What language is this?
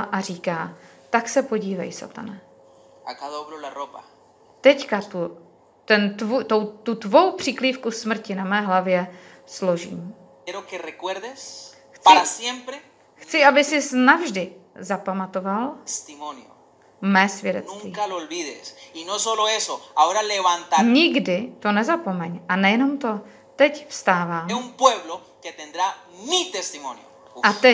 Czech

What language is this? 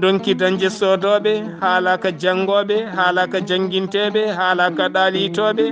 Fula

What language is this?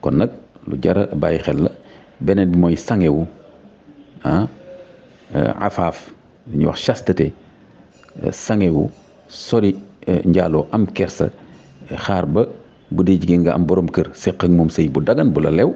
Wolof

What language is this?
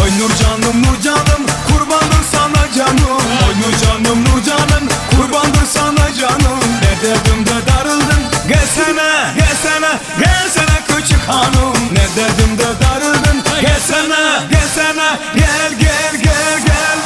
Turkmen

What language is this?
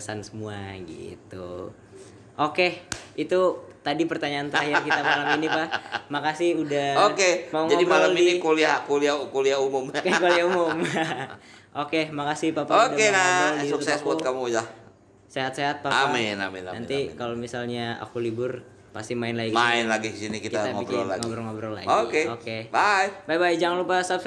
Indonesian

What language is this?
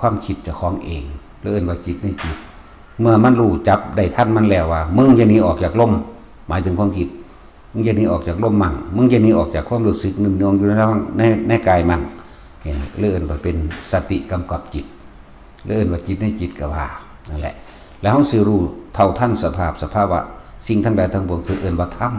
Northeastern Thai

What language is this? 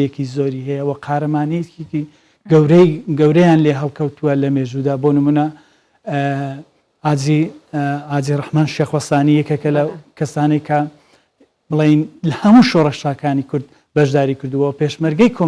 Central Kurdish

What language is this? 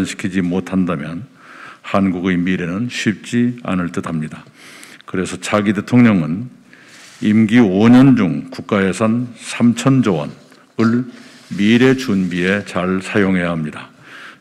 Korean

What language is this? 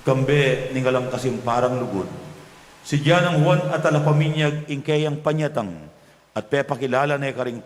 Pampanga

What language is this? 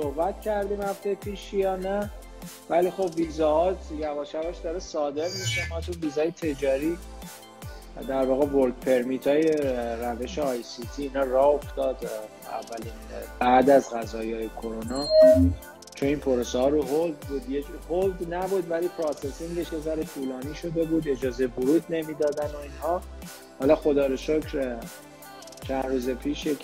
Persian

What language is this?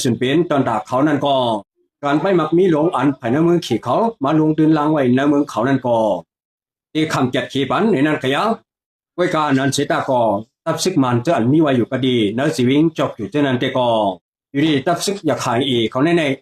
Shan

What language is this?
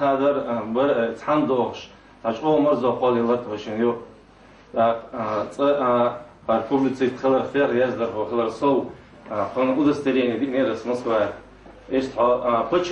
Chechen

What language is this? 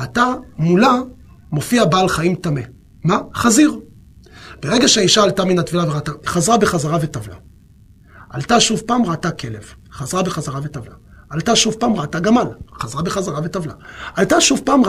Hebrew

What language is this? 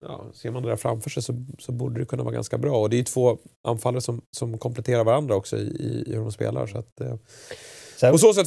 Swedish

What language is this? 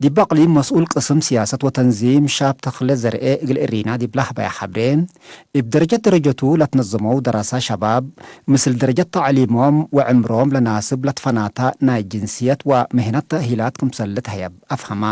Tigre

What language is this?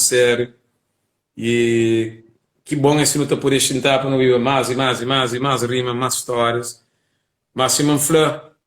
Kabuverdianu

